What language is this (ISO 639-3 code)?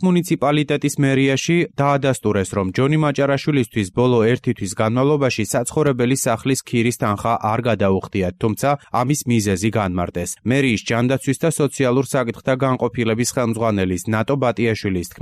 kat